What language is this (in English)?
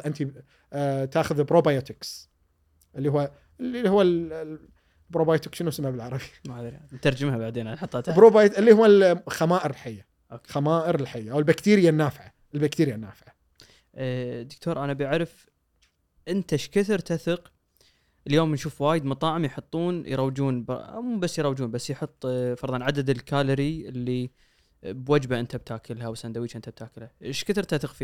Gulf Arabic